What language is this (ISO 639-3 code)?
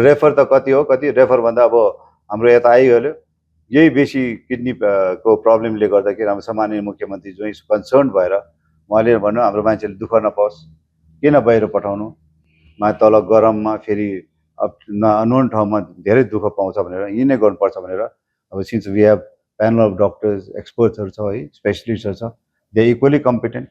nep